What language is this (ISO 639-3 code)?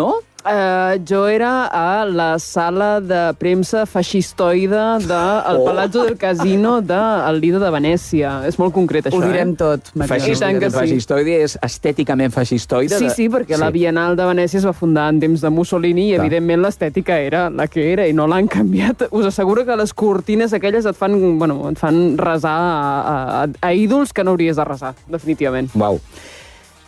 cat